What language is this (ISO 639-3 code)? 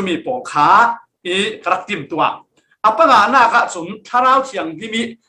cfm